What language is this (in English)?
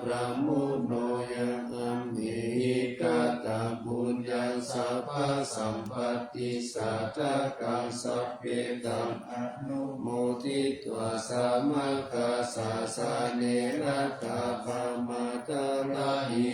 Pali